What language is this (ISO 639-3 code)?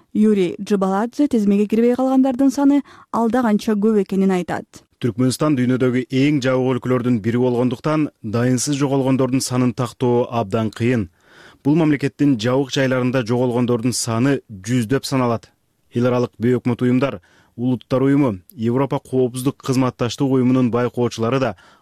kir